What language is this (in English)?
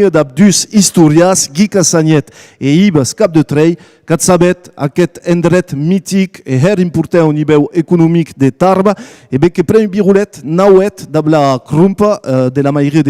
Occitan